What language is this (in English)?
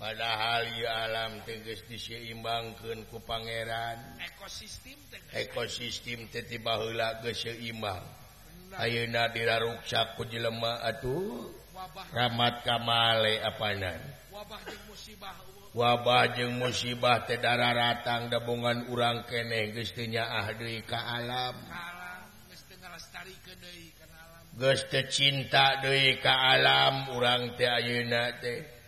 Sundanese